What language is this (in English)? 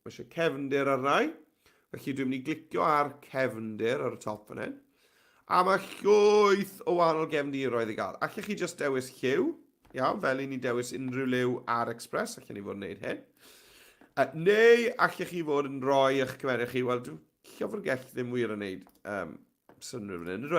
Welsh